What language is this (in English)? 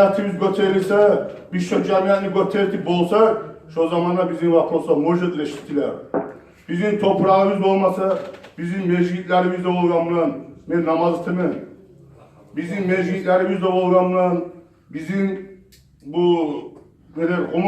Kumyk